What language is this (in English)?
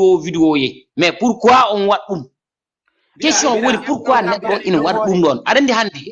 Fula